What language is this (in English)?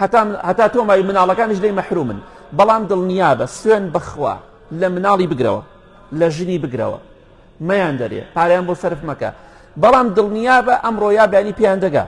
Central Kurdish